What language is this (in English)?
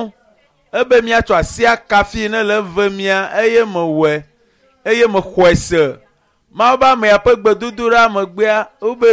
Ewe